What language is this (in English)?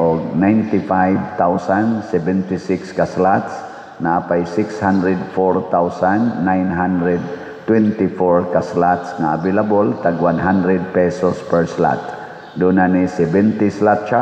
Cebuano